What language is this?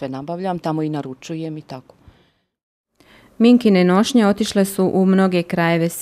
Bosnian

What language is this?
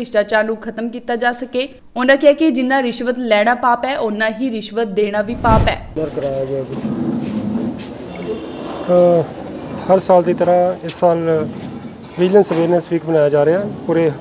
Punjabi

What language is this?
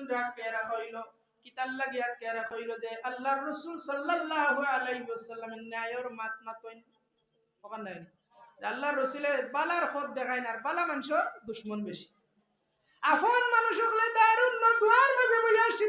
Sylheti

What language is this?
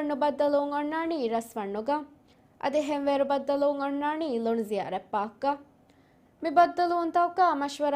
Divehi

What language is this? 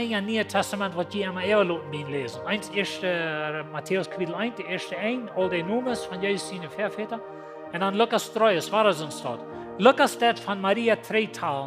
Plautdietsch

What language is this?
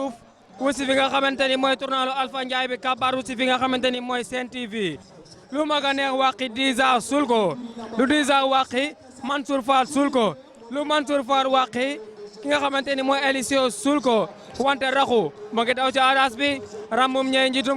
Wolof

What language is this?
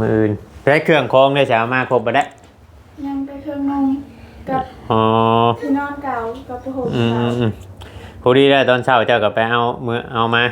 Northeastern Thai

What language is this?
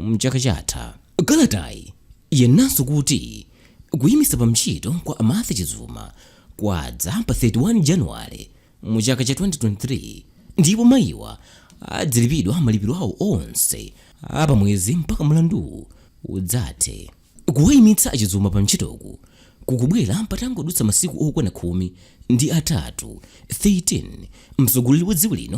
Nyanja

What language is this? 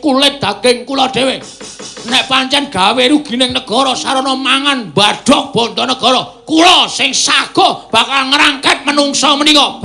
Javanese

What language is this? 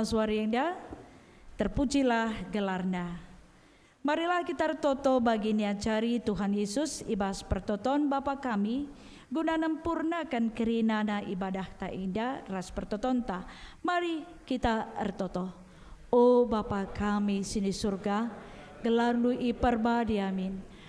Batak Karo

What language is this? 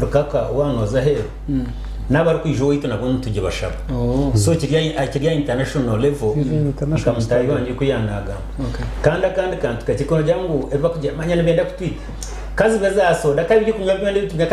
Nyankole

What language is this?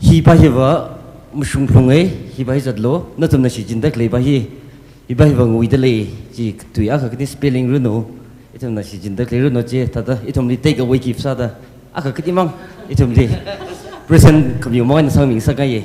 Tangkhul Naga (India)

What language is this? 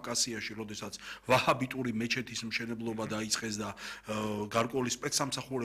Georgian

